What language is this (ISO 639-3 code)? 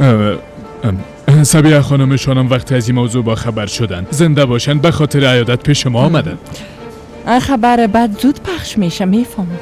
fas